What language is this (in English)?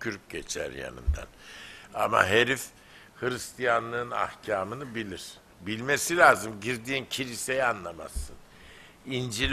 Turkish